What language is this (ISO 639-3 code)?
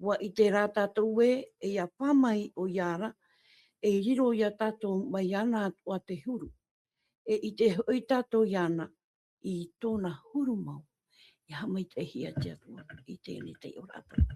tah